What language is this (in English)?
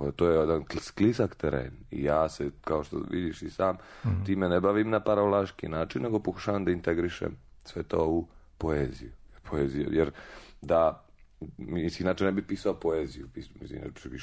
Serbian